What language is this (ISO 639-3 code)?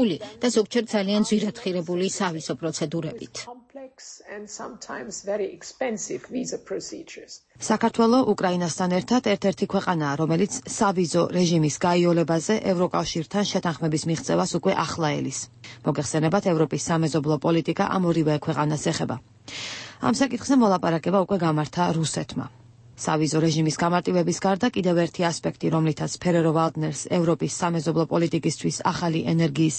kat